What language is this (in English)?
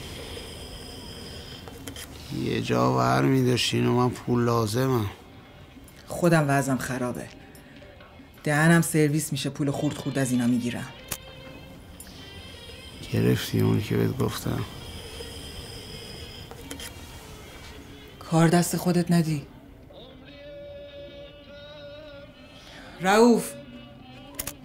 Persian